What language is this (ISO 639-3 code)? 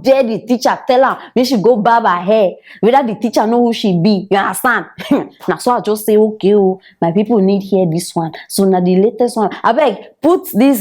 pcm